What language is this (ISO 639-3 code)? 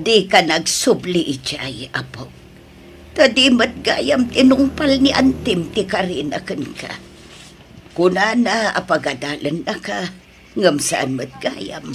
ilo